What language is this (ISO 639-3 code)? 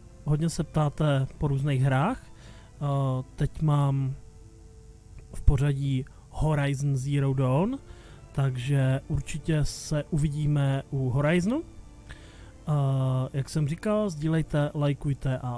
ces